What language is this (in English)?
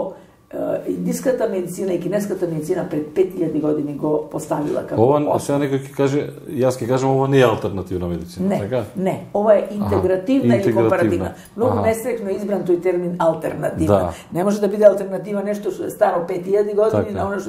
Macedonian